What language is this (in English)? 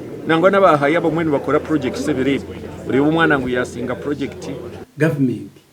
Nyankole